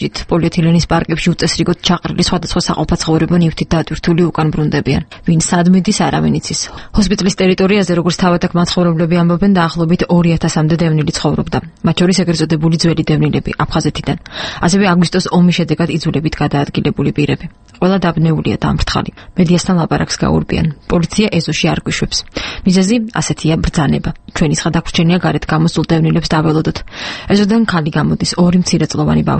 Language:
Georgian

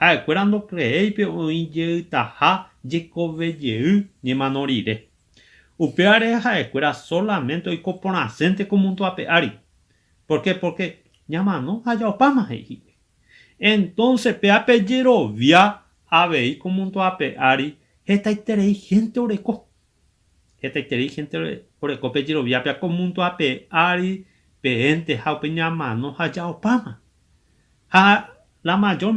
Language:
Guarani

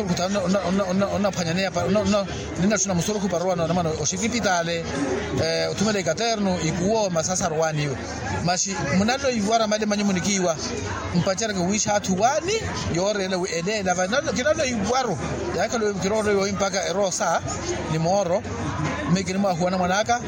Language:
Makhuwa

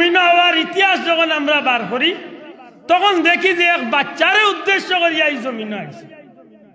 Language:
Sylheti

